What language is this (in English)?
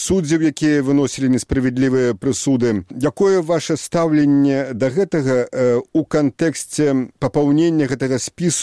Belarusian